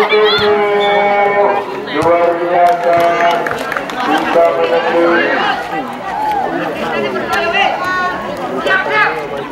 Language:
Indonesian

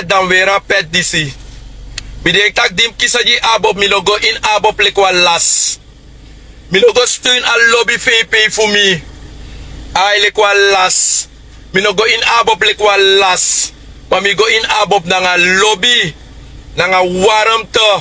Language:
Sranan Tongo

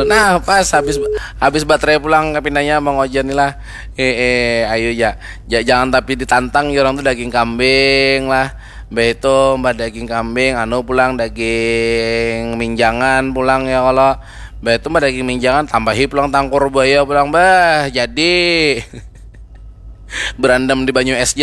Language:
Banjar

